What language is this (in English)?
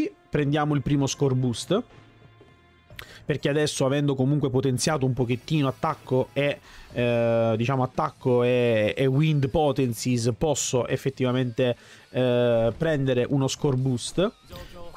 Italian